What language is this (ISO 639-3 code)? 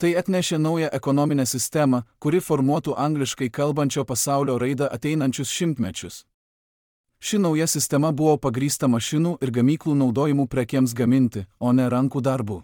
lit